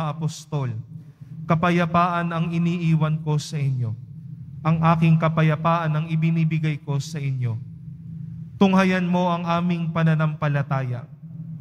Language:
Filipino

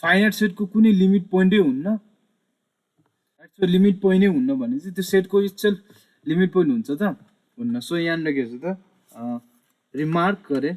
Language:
Nepali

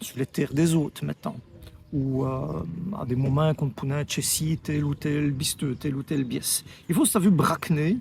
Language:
Walloon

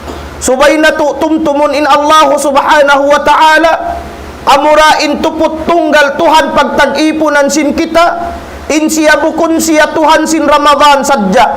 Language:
Tausug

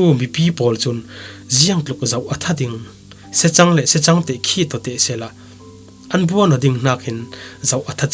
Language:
Falam Chin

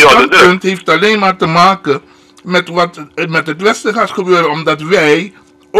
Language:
Dutch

